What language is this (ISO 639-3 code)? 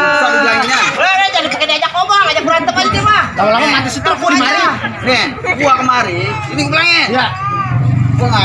bew